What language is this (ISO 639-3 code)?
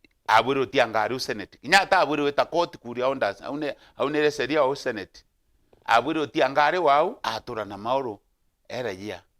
mer